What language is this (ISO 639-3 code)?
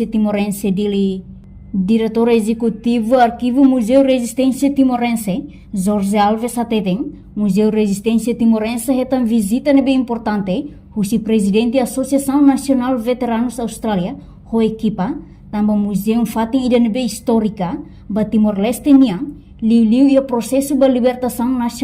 tet